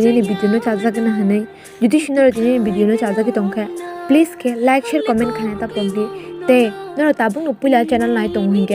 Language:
Kok Borok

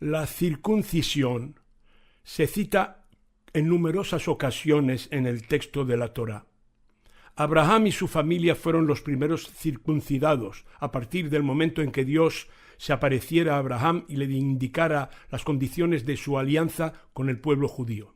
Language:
Ladino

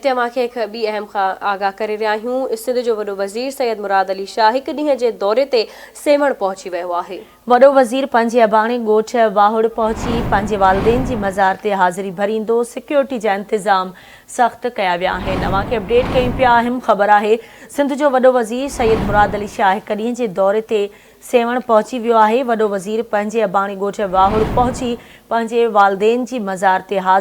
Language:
Sindhi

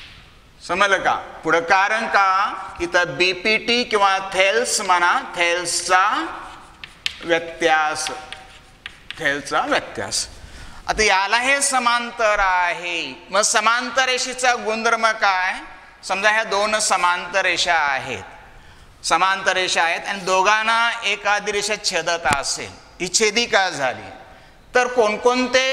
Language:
Marathi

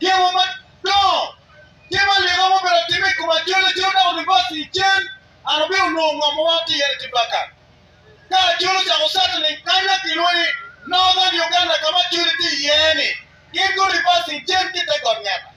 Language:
Acoli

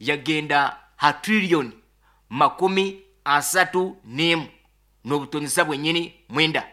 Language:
Nyoro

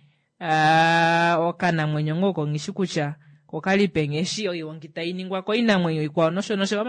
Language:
Kuanyama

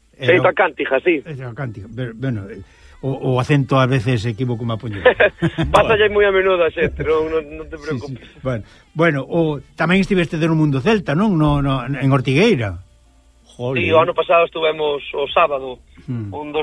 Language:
Galician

